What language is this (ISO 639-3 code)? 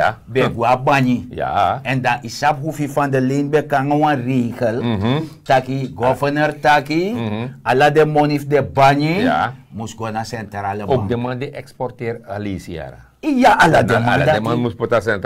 srn